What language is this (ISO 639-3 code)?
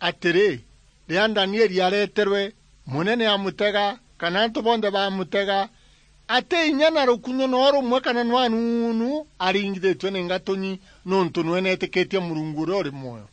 mer